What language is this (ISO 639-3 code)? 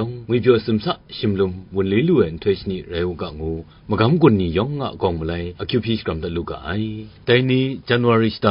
kac